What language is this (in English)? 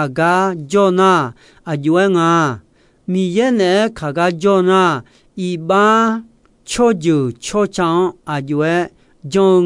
Akha